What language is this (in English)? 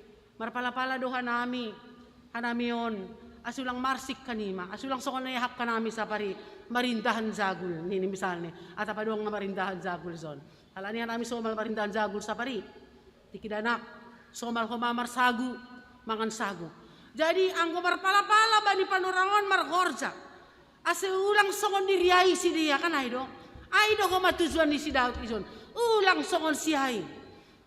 Batak Simalungun